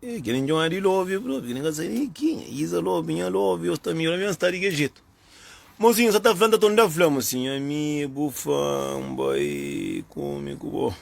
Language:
Kabuverdianu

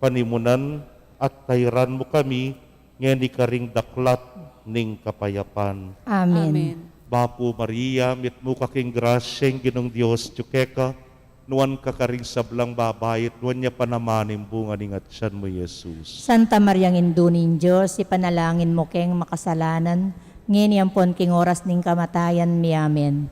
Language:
Pampanga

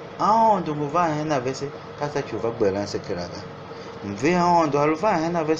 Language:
Tiv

